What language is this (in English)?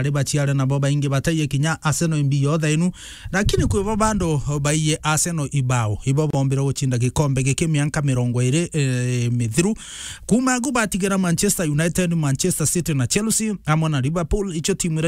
Meru